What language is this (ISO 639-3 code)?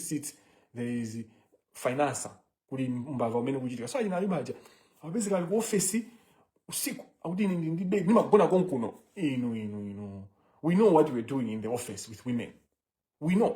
nya